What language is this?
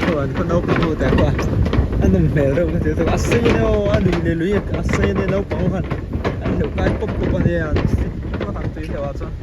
Mizo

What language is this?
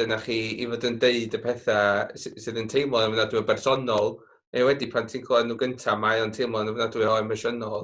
Welsh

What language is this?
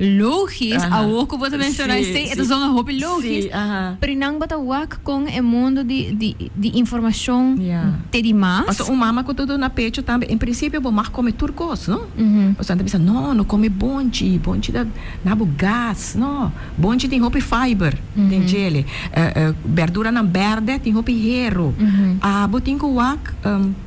Papiamento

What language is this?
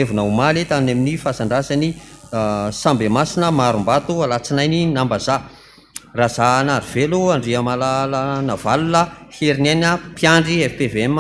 Malagasy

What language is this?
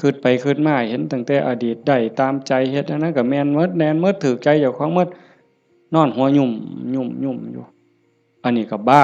Northeastern Thai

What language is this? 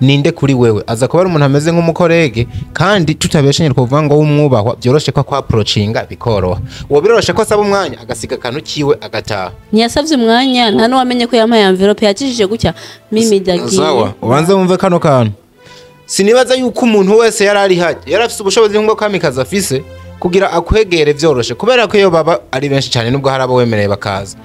Rundi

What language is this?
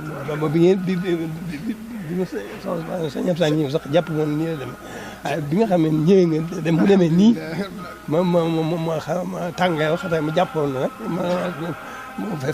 Wolof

